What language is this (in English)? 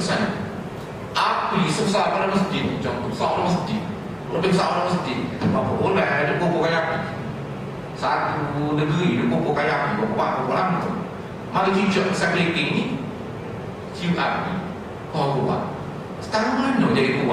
Malay